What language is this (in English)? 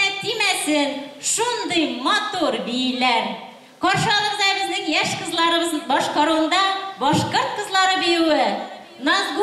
Bashkir